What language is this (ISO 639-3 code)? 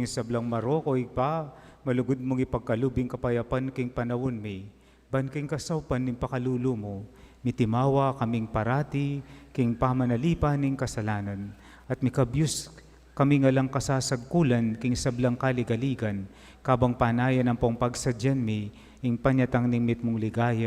pam